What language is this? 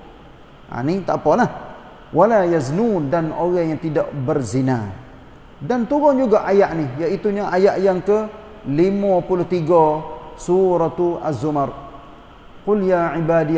Malay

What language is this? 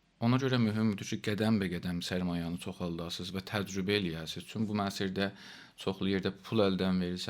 South Azerbaijani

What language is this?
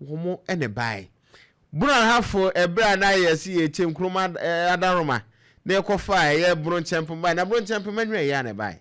Akan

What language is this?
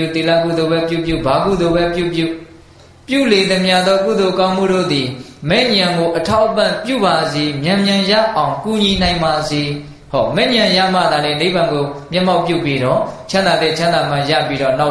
Burmese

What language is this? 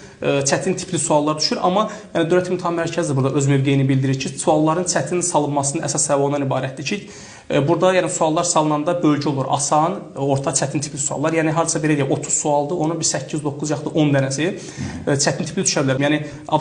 Azerbaijani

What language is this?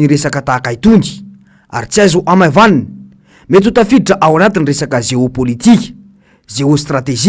Malagasy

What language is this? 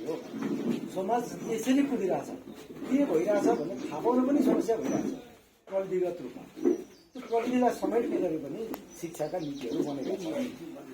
Nepali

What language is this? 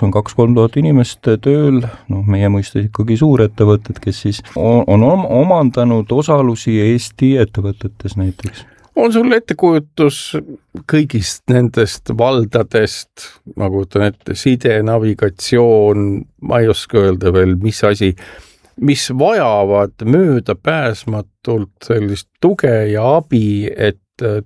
Estonian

